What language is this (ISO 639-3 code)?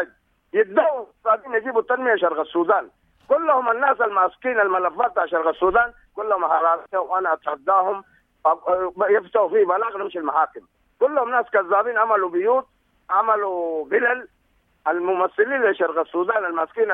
apd